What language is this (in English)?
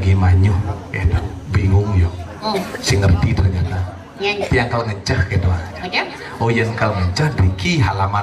Balinese